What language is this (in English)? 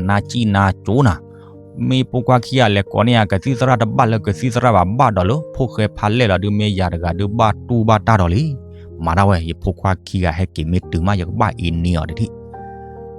S'gaw Karen